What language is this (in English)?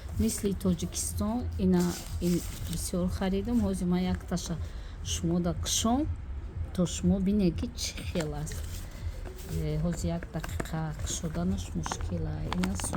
Tajik